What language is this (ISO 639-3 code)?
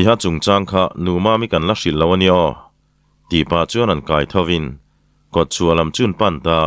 lus